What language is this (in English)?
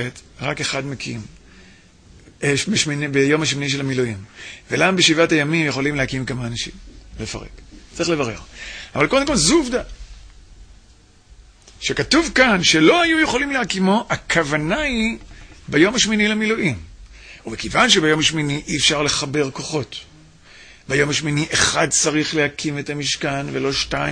Hebrew